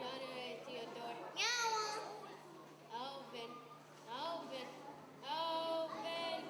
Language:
Mohawk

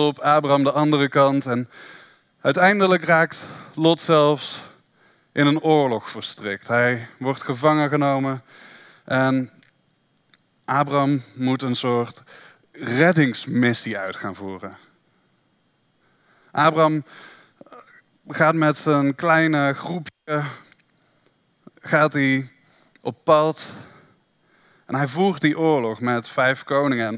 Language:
Dutch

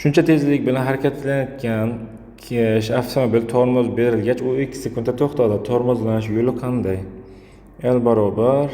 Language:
Uzbek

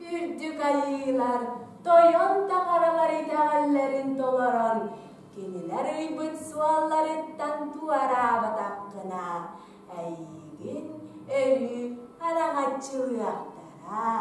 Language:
Yakut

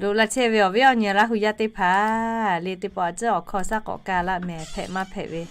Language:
Lahu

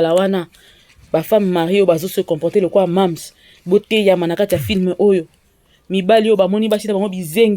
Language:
Lingala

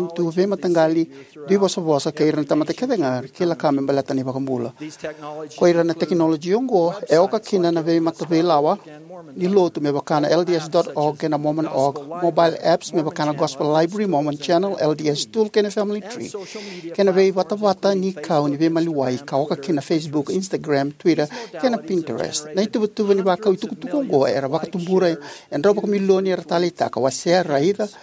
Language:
Fijian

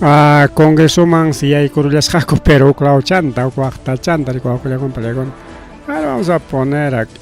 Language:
Ayacucho Quechua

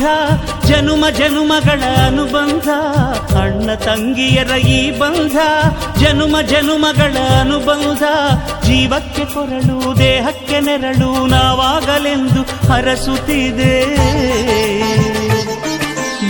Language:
Kannada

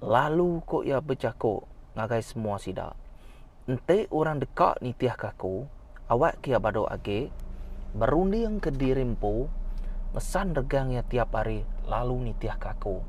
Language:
Iban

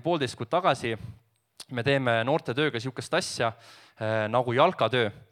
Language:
Estonian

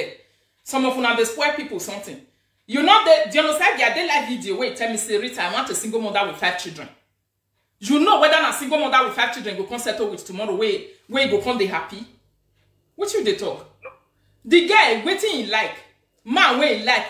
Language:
Nigerian Pidgin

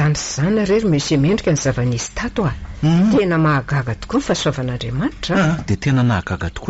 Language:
Malagasy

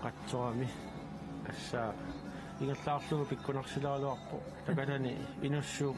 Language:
Kalaallisut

